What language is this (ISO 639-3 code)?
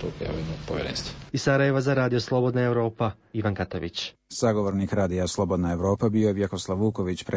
hrv